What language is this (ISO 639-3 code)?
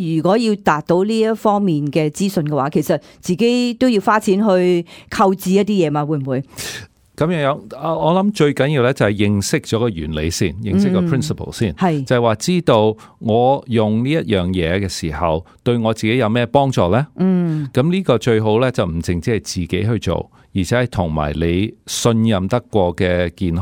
yue